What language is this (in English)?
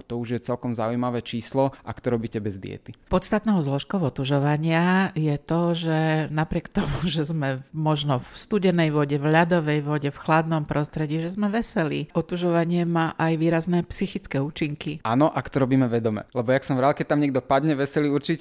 Slovak